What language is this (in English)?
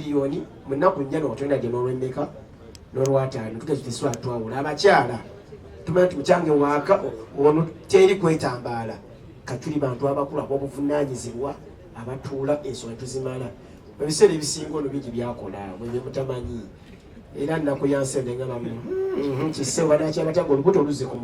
Ganda